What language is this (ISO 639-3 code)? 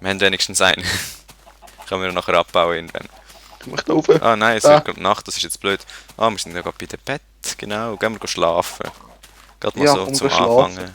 gsw